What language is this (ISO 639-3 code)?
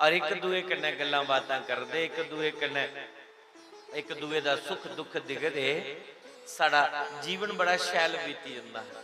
doi